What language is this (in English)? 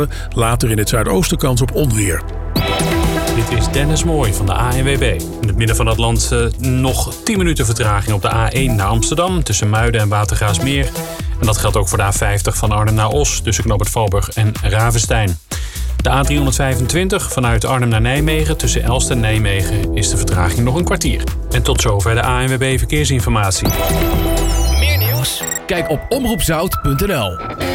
Dutch